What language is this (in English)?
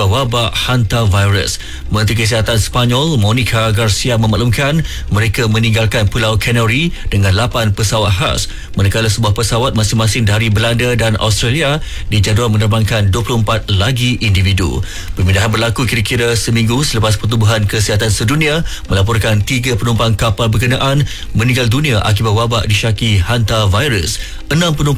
Malay